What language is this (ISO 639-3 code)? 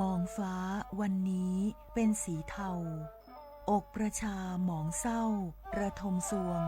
lhu